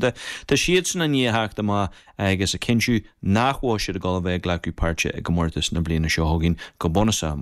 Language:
Irish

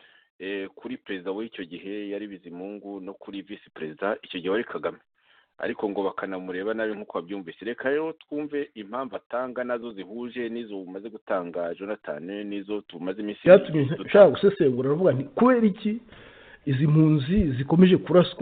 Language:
Kinyarwanda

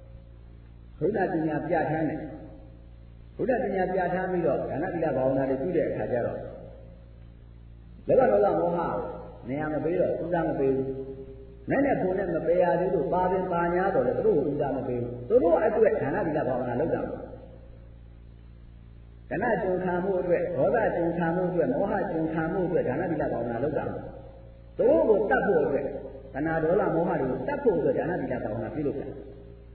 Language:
Burmese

